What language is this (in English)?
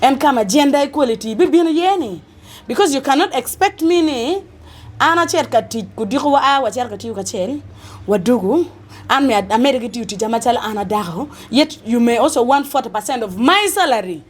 Acoli